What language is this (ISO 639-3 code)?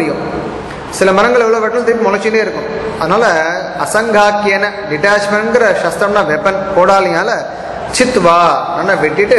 tam